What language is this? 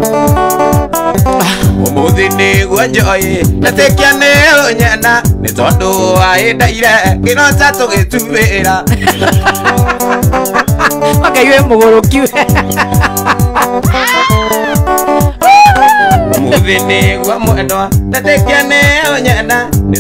Kikuyu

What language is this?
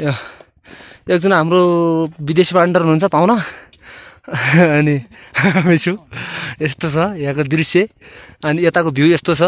Nepali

